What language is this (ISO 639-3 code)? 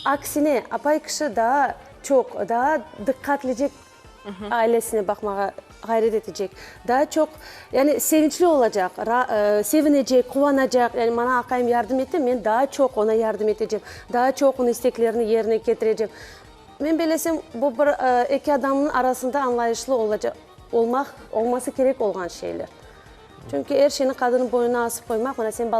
crh